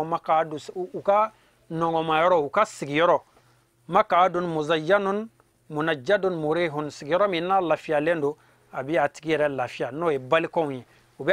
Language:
Bambara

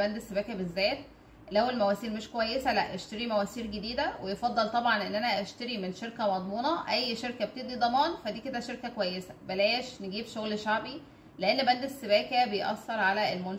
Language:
Egyptian Arabic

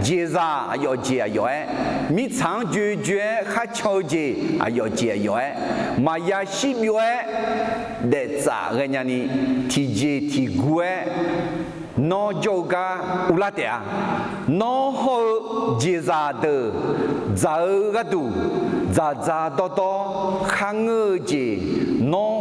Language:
Akha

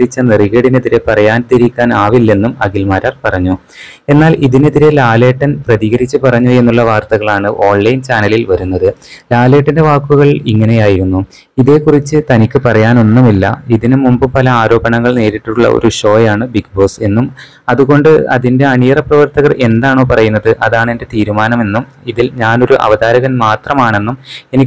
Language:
Malayalam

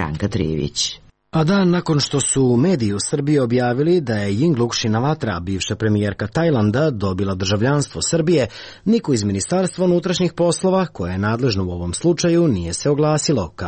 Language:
Serbian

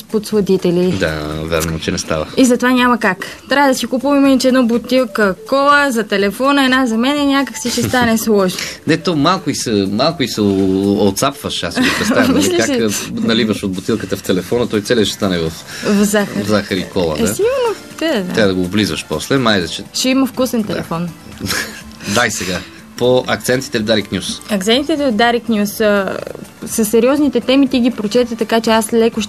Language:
Bulgarian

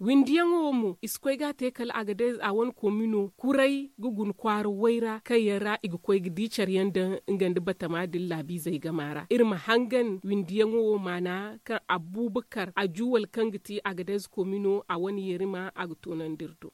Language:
Zarma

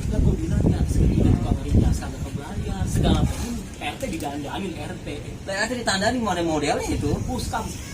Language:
Betawi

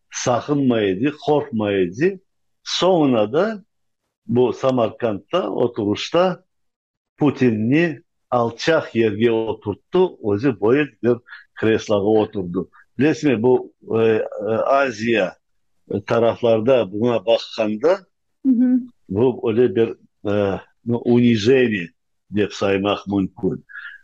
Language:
Crimean Tatar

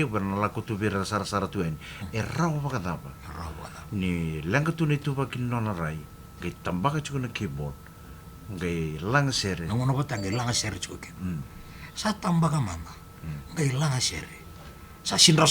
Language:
Fijian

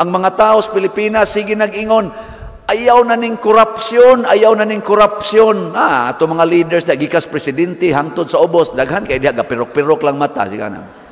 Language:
Cebuano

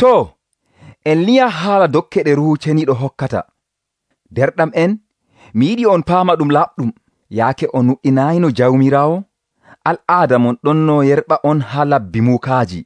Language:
Nigerian Fulfulde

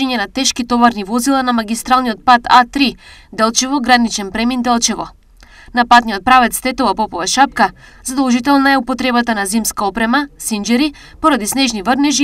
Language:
Macedonian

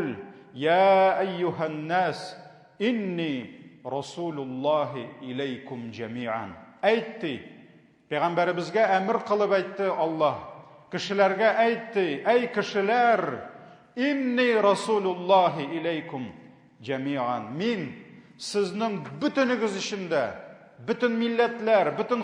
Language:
Tatar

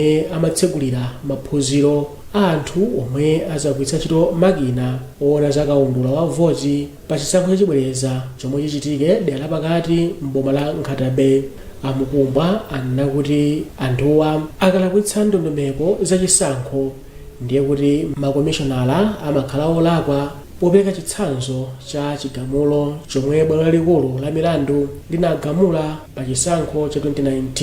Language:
Nyanja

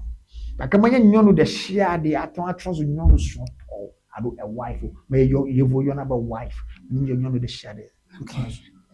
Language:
Ewe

